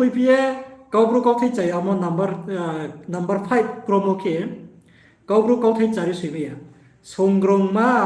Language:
Riang (India)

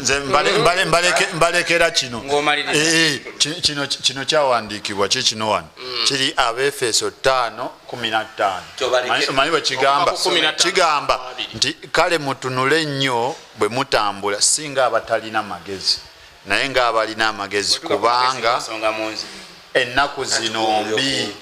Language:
Ganda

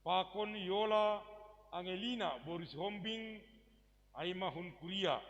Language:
Batak Simalungun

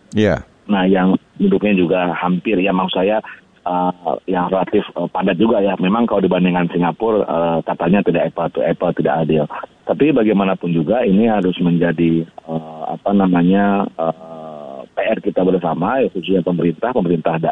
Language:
Indonesian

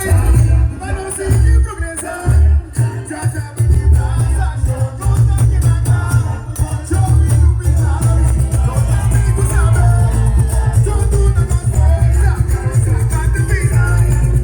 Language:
Papiamento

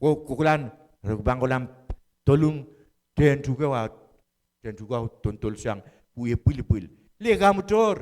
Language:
Pohnpeian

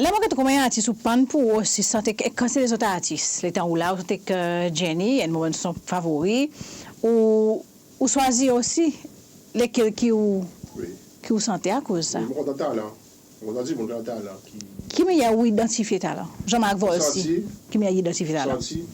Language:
Seselwa Creole French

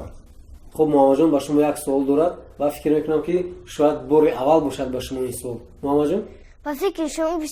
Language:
Tajik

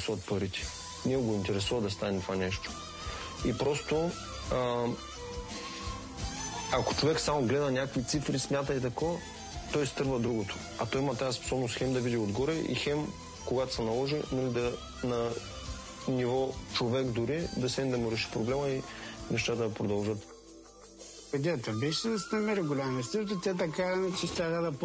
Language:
Bulgarian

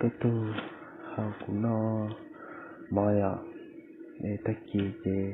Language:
Hmong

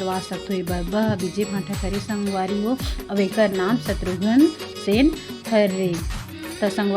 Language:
Chhattisgarhi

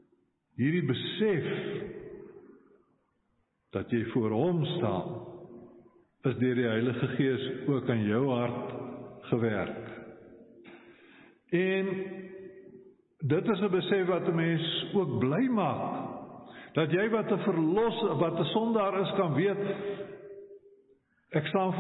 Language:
Afrikaans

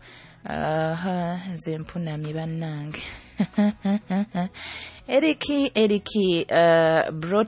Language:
Nyoro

